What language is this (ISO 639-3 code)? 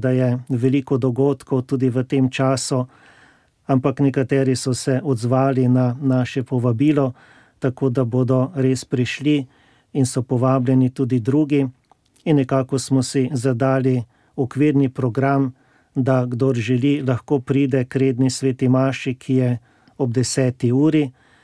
slv